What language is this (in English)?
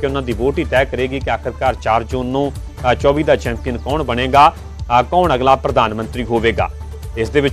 Punjabi